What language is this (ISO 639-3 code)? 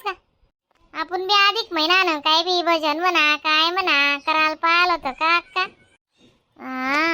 khn